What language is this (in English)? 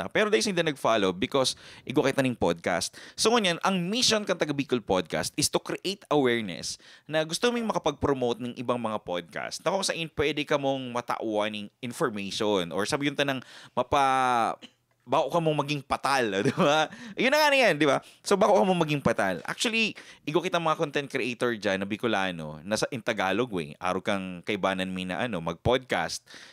Bikol